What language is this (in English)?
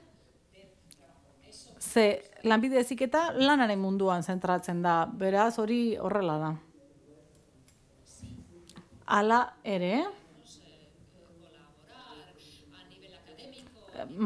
Basque